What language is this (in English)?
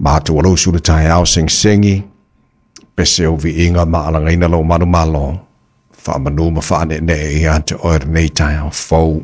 Samoan